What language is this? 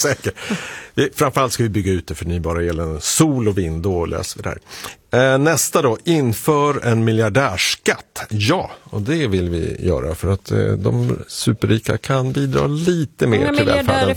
Swedish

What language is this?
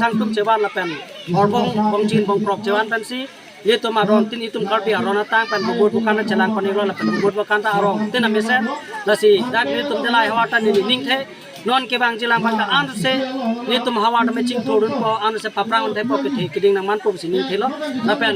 Karbi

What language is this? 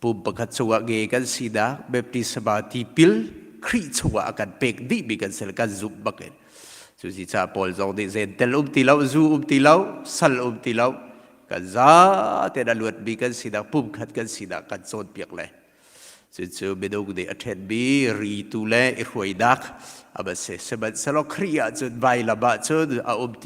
Hakha Chin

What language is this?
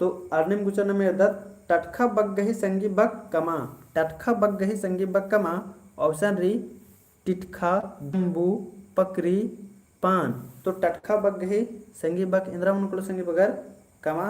Kurukh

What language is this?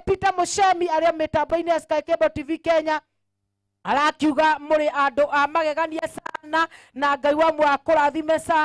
Kikuyu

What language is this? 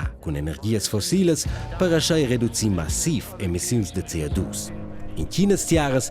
Romansh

